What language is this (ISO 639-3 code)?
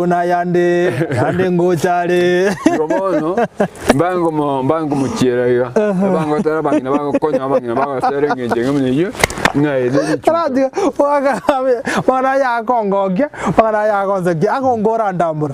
guz